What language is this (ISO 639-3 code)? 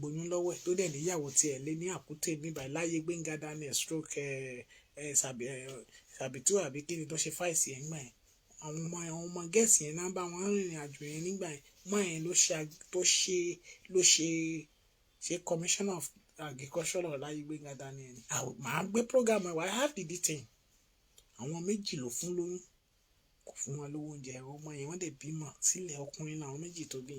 yor